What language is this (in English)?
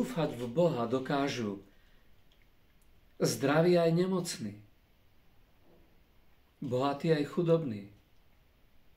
Slovak